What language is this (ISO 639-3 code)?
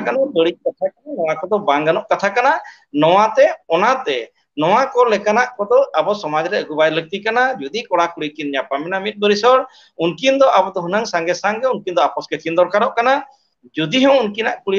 sat